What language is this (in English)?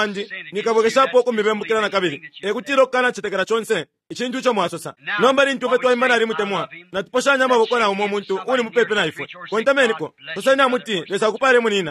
Bemba